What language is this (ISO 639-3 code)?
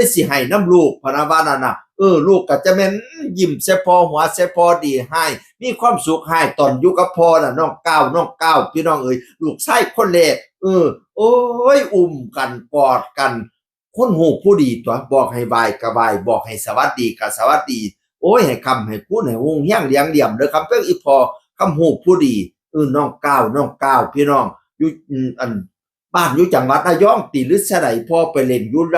tts